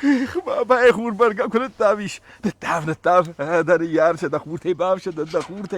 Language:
Ossetic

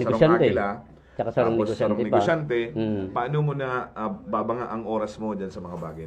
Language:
Bikol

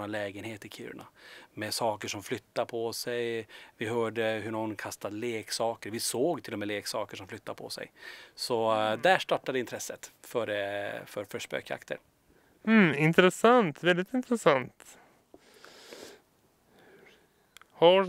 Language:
Swedish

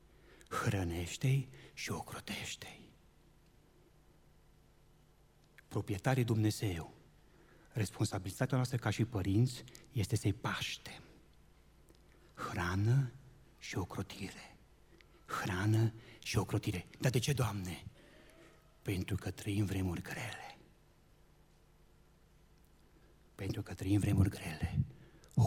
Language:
Romanian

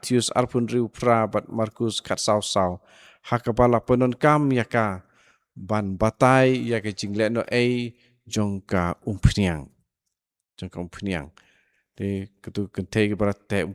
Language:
Khasi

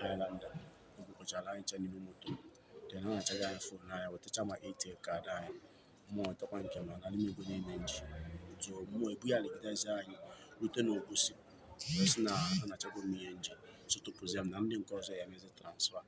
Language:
Igbo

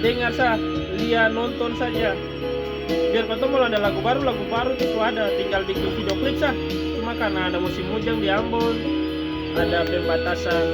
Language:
Ambonese Malay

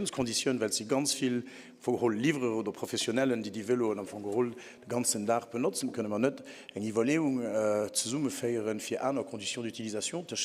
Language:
Luxembourgish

